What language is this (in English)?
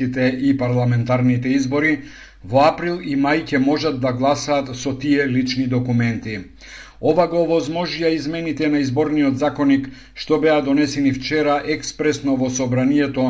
Macedonian